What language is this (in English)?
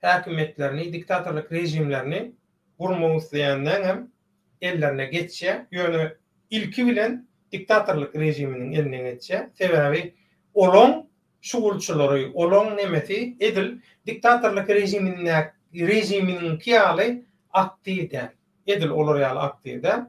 Turkmen